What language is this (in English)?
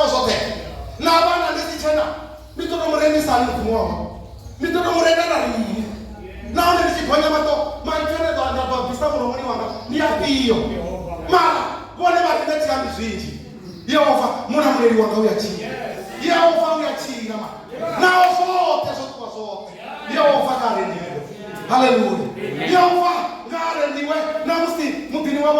Venda